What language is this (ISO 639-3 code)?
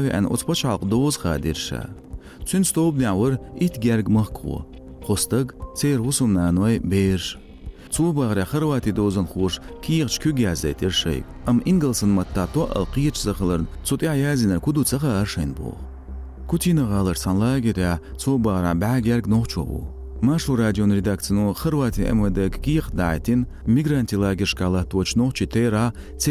che